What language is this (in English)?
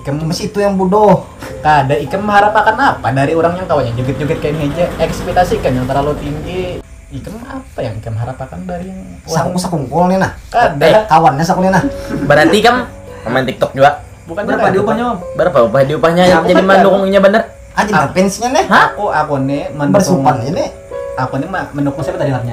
Banjar